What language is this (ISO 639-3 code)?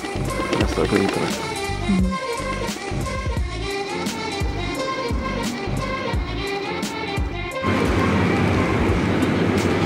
swe